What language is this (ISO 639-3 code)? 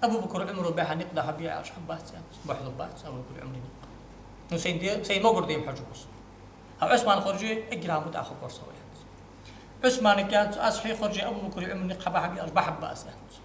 inh